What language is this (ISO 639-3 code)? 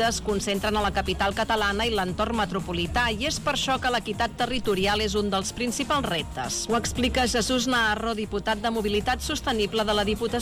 cat